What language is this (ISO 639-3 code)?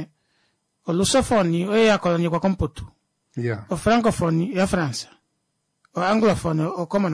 swa